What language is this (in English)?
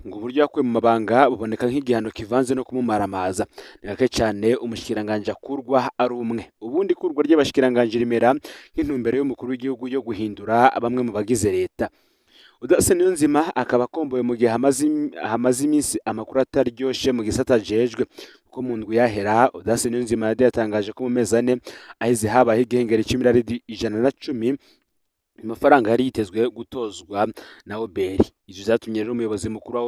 Rundi